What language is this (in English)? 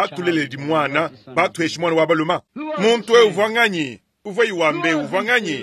Luba-Lulua